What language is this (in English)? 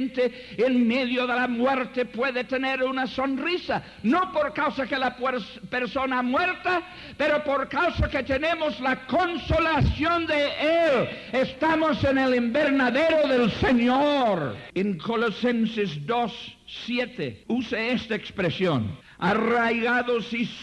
Spanish